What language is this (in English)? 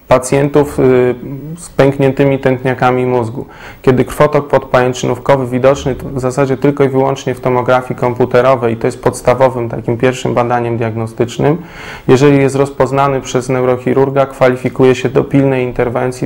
Polish